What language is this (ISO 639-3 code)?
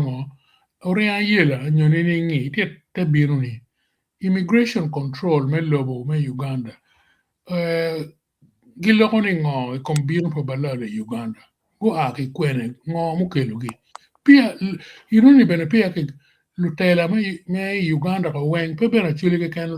ach